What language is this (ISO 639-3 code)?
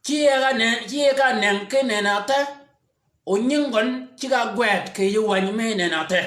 shk